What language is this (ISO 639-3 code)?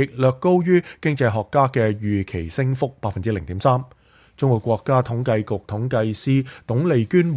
yue